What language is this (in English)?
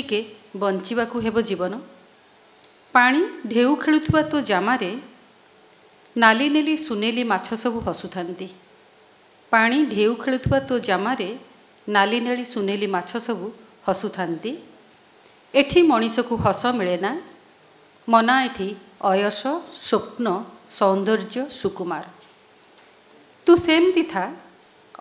Odia